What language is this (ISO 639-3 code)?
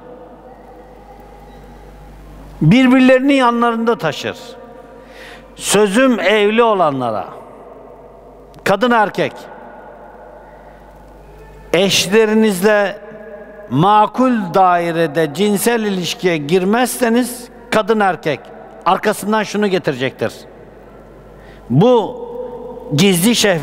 tur